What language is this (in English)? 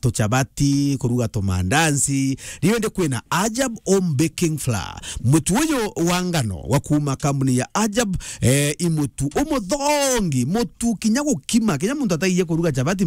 Meru